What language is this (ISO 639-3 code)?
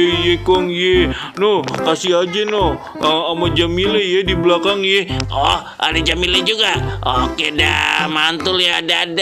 bew